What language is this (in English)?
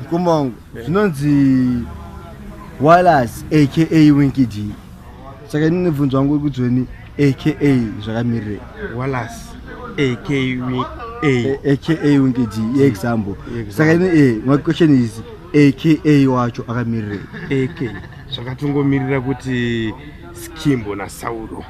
Shona